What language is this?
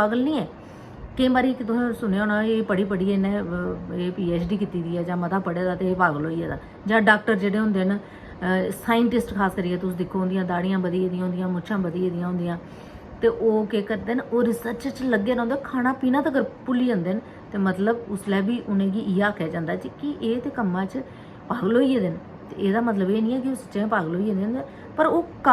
Dogri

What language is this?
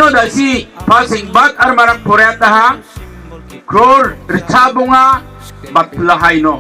Garo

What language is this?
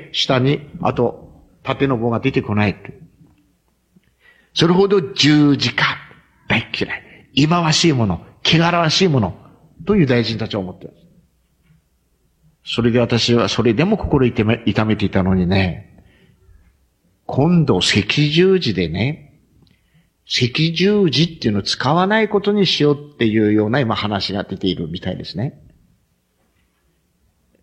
Japanese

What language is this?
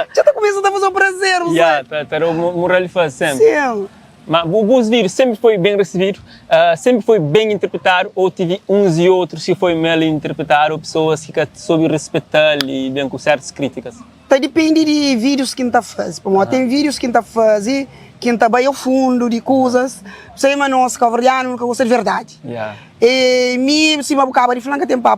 Kabuverdianu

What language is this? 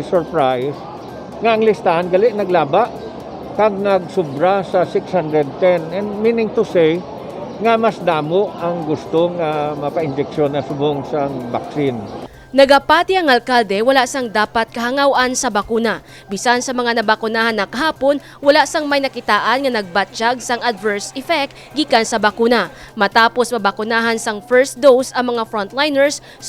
Hiligaynon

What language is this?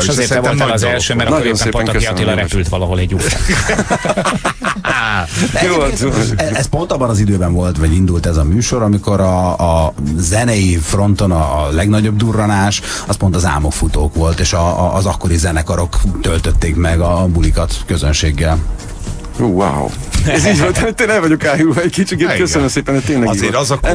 Hungarian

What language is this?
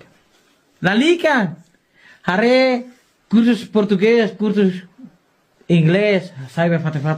Tetum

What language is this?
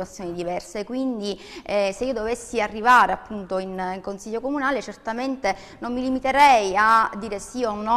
Italian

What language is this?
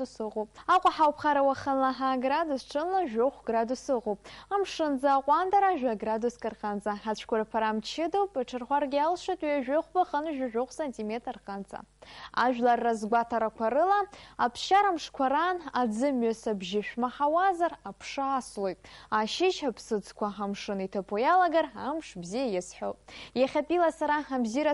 Abkhazian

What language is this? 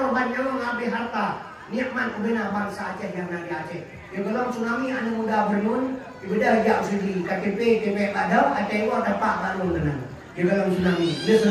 Achinese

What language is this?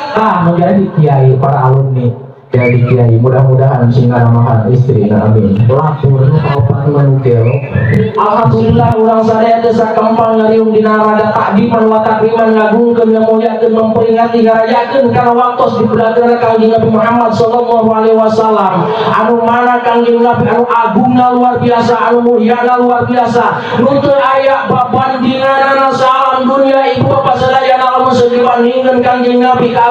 Sundanese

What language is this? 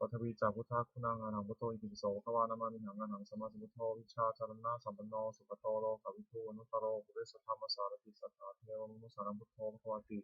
Pali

